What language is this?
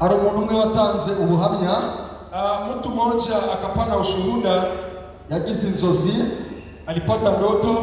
Kinyarwanda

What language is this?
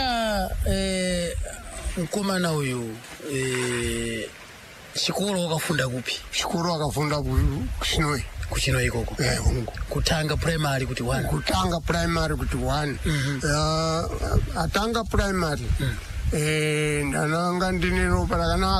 Shona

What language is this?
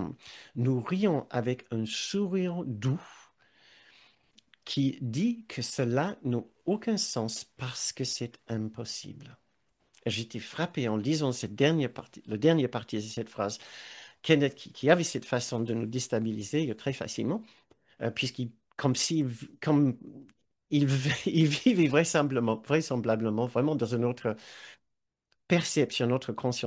French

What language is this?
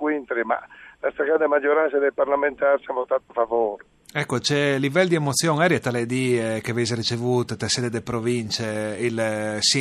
Friulian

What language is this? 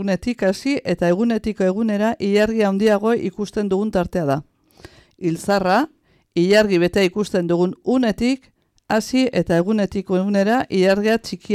Basque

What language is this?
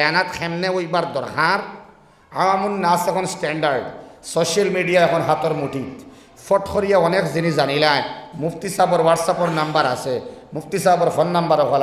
Sylheti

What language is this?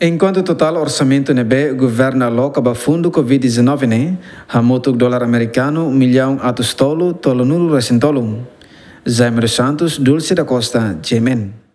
Tetum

